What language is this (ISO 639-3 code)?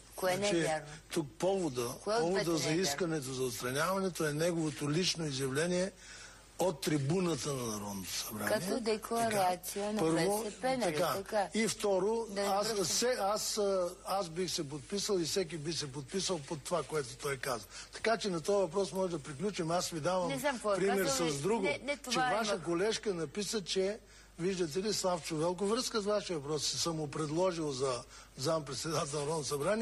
bul